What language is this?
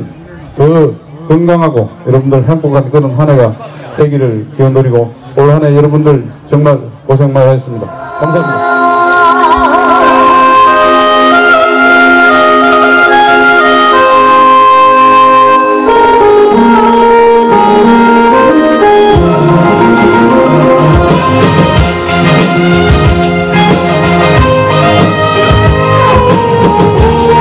Korean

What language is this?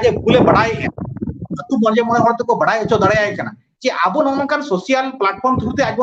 Santali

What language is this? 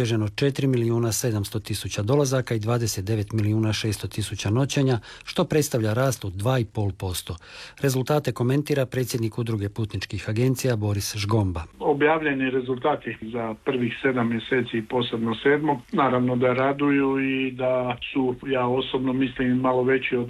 Croatian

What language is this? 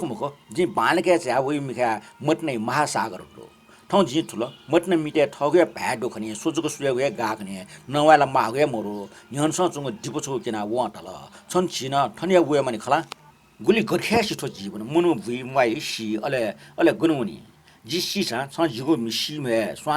Newari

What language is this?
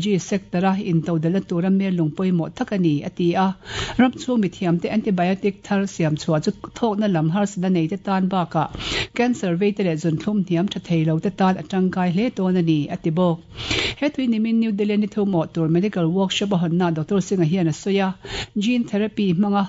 Mizo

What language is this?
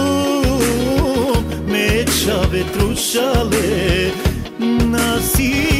Romany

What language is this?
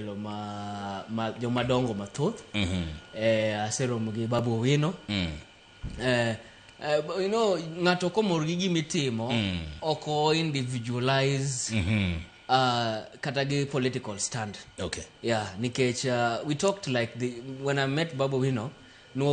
Luo (Kenya and Tanzania)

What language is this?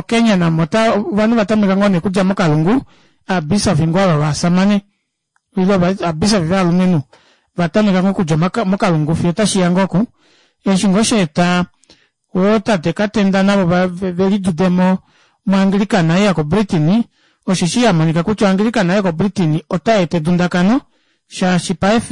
Kuanyama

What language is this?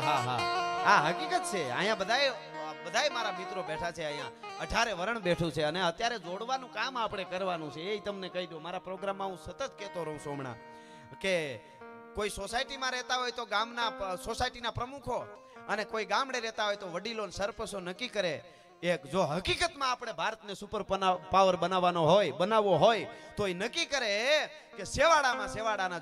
Gujarati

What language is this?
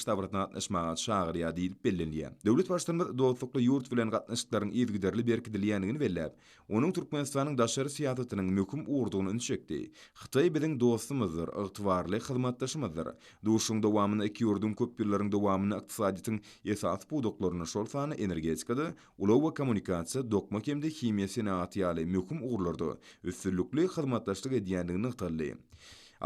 Turkmen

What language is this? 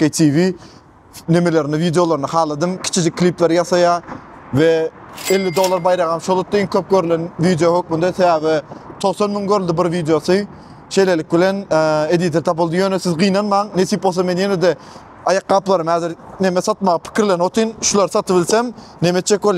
Turkmen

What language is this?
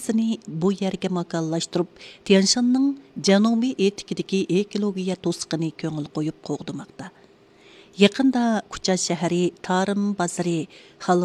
Uyghur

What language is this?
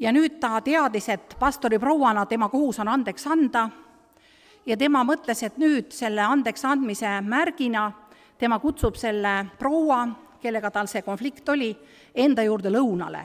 Estonian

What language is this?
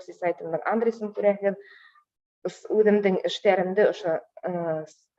Bashkir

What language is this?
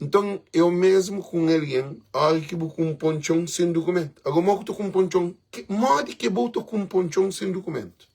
Kabuverdianu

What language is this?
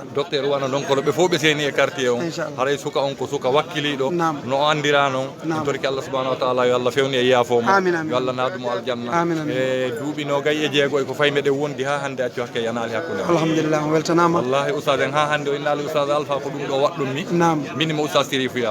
Fula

